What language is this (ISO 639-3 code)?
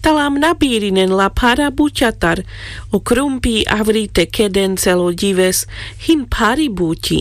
rmc